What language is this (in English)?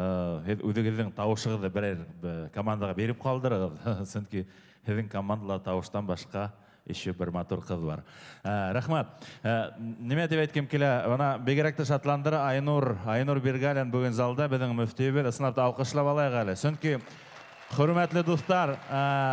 Bashkir